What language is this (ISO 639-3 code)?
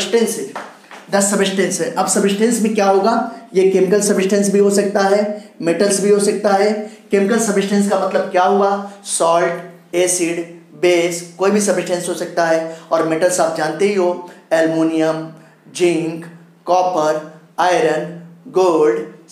hin